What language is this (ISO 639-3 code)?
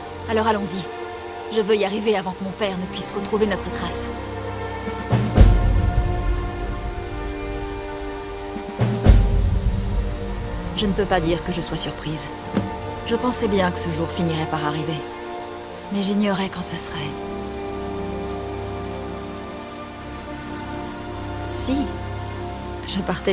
fra